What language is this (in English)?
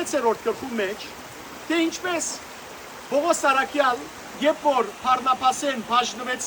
Western Armenian